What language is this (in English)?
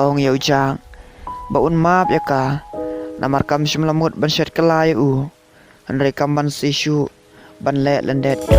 Khasi